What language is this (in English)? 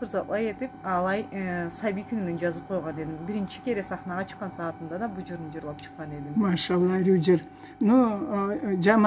Karachay-Balkar